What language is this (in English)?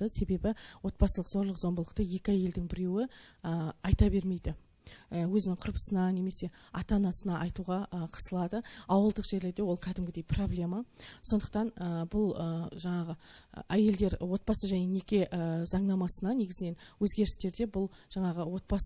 Kazakh